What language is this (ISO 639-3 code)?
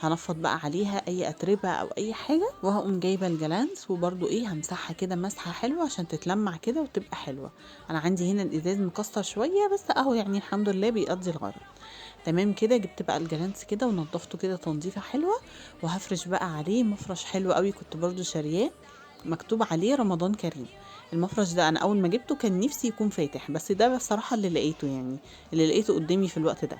arz